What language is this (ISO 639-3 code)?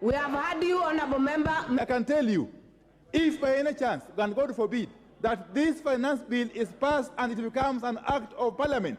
mer